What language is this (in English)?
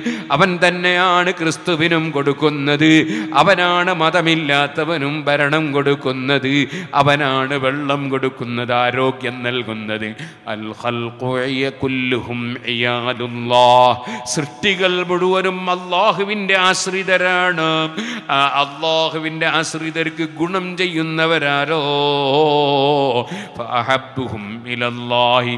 Malayalam